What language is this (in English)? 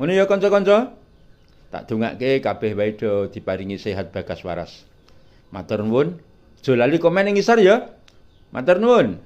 Javanese